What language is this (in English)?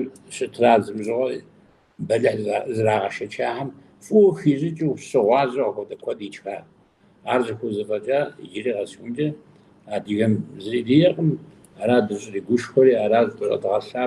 Kabardian